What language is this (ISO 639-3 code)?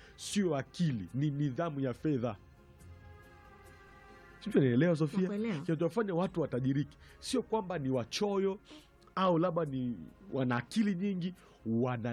swa